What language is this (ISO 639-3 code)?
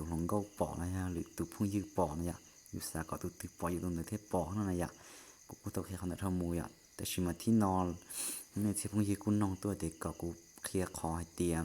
hmn